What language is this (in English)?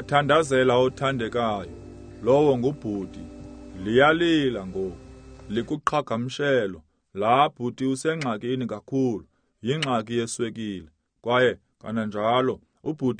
Xhosa